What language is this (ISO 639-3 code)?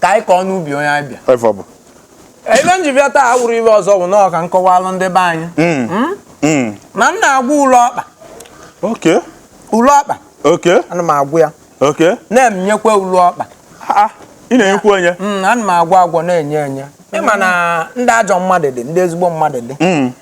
ibo